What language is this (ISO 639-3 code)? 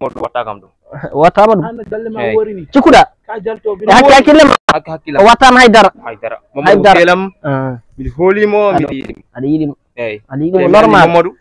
ful